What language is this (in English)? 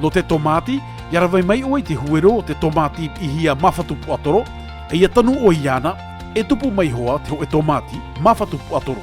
Tahitian